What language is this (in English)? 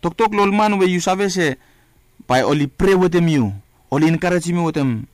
Bislama